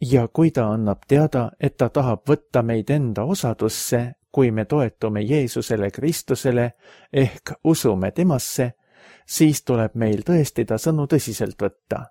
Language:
Estonian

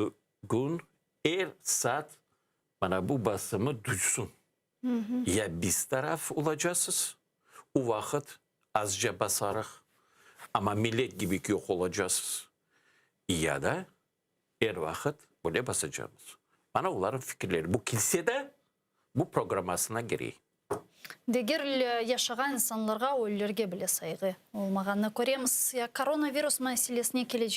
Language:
Crimean Tatar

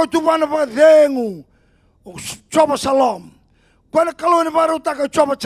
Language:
Fijian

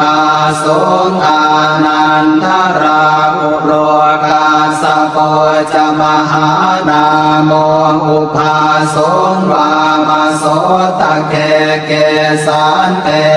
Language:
Pali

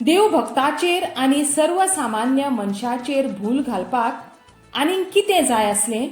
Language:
Konkani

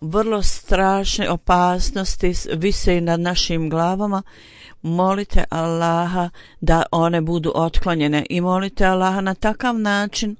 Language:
Bosnian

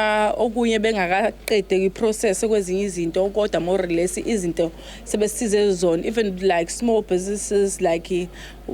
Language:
Zulu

